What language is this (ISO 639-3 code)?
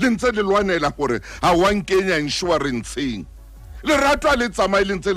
sot